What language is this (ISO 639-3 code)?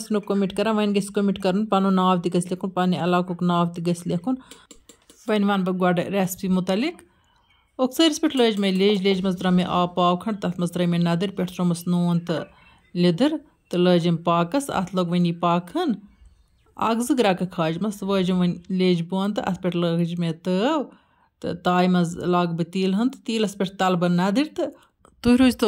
kas